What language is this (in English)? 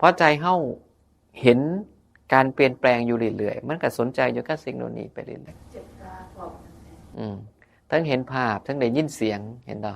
Northeastern Thai